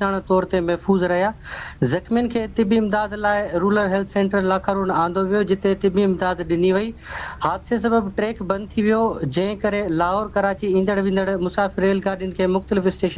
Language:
Sindhi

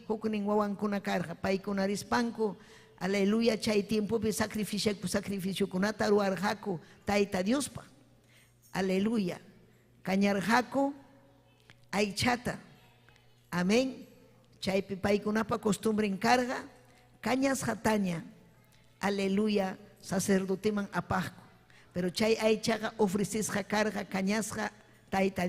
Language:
Ayacucho Quechua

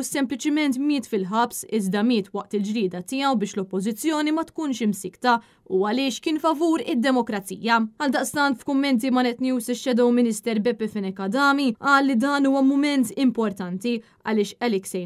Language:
Maltese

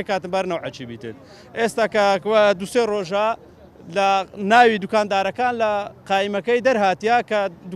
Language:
Central Kurdish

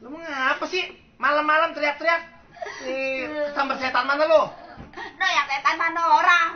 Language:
Betawi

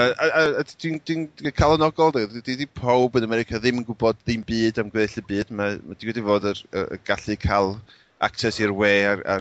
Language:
Welsh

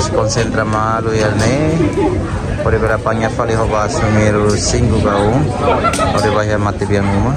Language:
Tetum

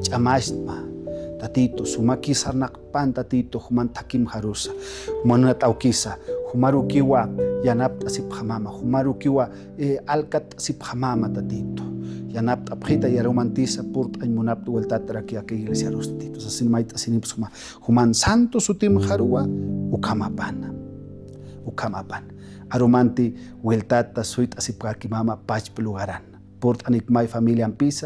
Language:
Aymara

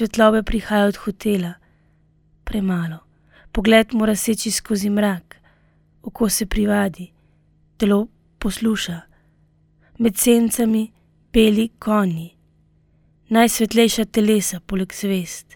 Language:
Slovenian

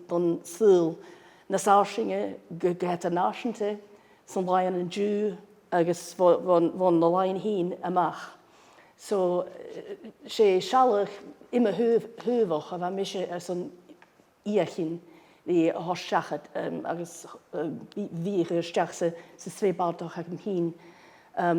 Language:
Scottish Gaelic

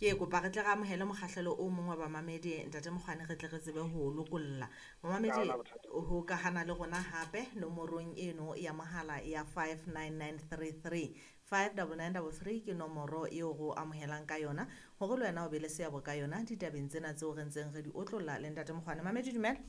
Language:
Southern Sotho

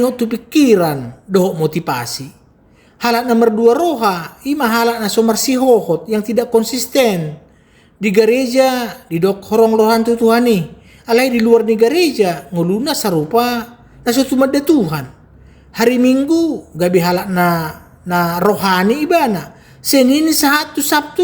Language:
Batak Toba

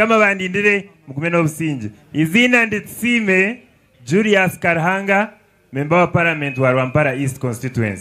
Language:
Nyankole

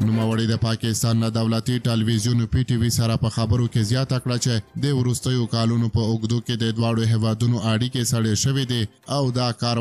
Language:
Pashto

